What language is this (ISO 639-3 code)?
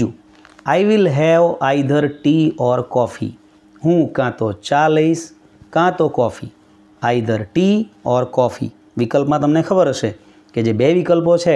guj